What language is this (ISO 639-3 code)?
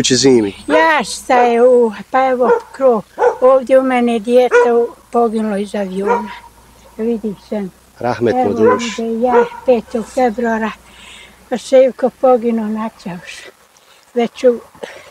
bos